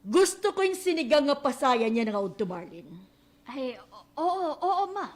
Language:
Waray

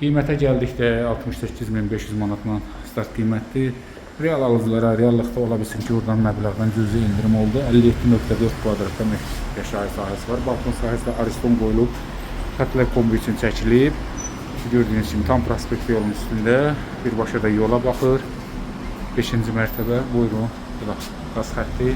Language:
Azerbaijani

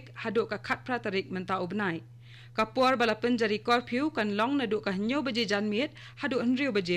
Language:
Khasi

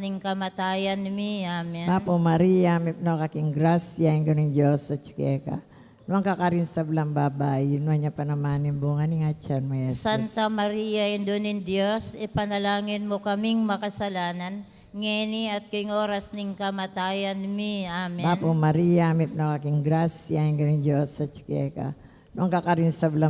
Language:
Pampanga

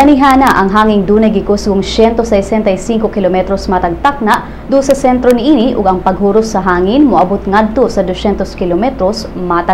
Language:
Cebuano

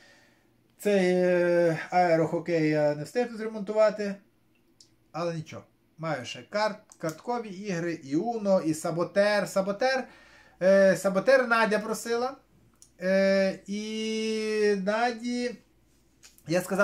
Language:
Ukrainian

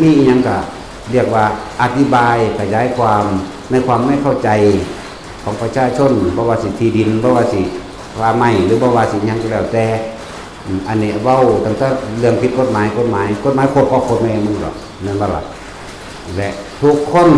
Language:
Northeastern Thai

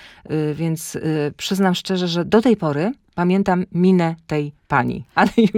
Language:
Polish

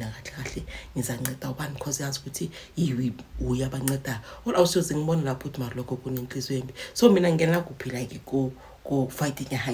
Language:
Zulu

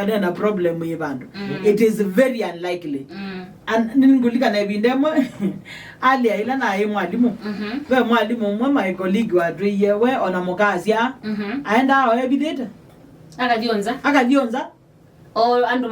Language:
Kamba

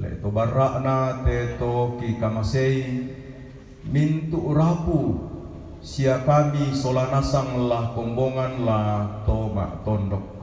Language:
Toraja-Sa'dan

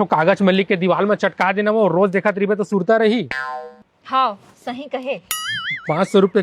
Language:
Chhattisgarhi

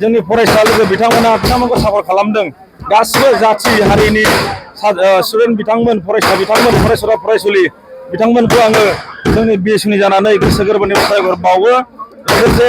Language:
Bodo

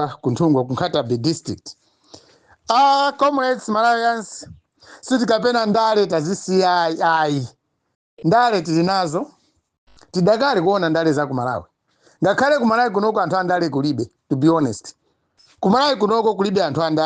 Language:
Nyanja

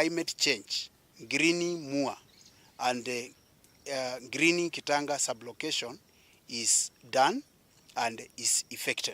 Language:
Kamba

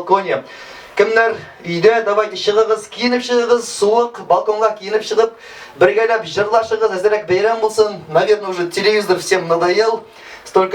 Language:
Tatar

